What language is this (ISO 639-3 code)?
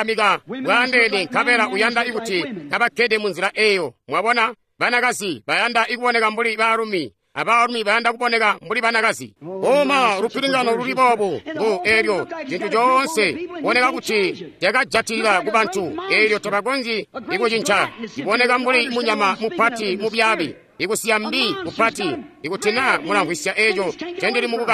toi